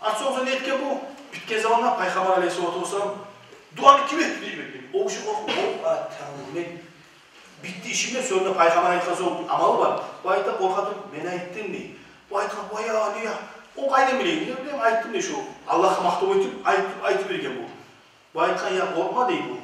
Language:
Kumyk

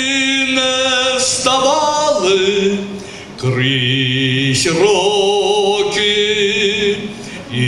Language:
Ukrainian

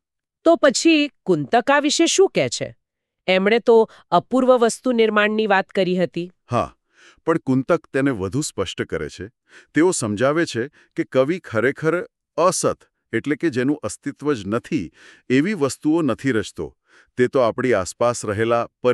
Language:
Gujarati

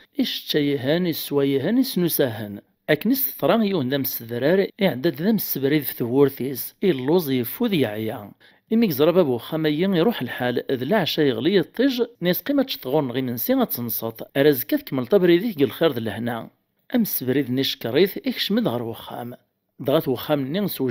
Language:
Kabyle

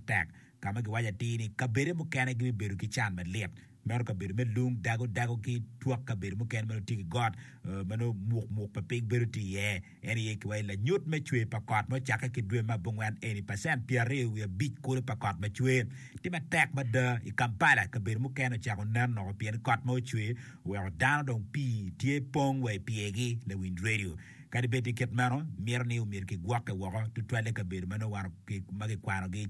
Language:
Acoli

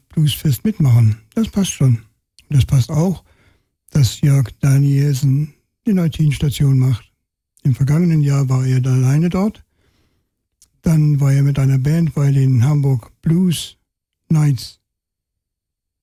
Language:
German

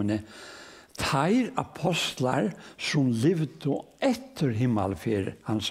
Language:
Faroese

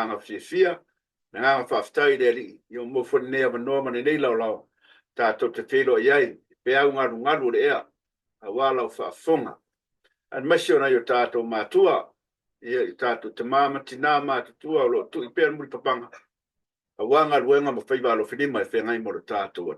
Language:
Samoan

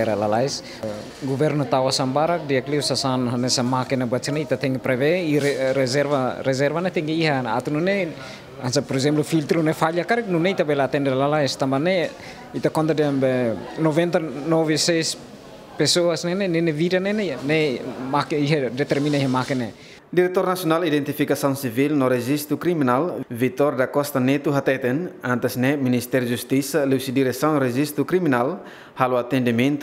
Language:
Tetum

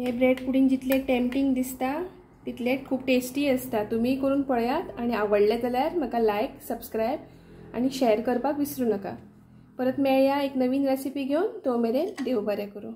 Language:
Konkani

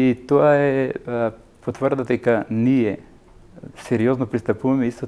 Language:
Macedonian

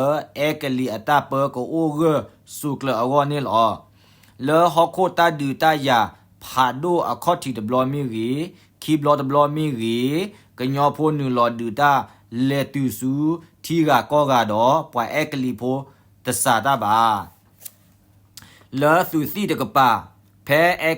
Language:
S'gaw Karen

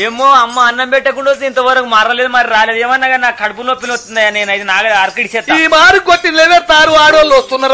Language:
Telugu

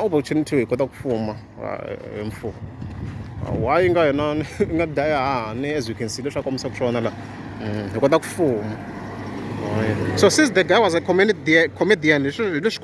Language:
Tsonga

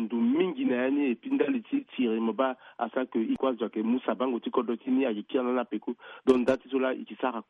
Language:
Sango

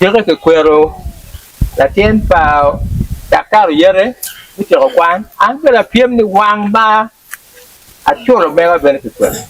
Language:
Acoli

